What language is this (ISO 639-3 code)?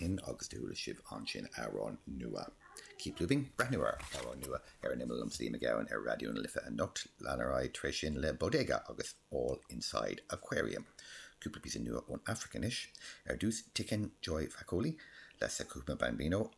gle